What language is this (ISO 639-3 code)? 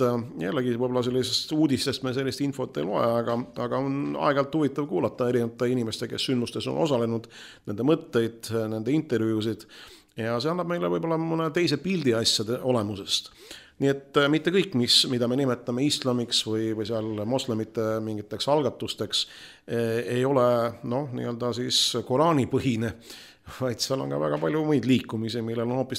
est